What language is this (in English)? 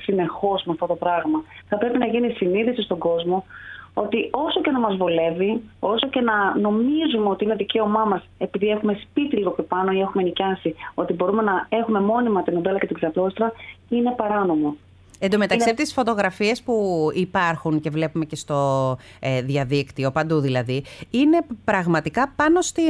Greek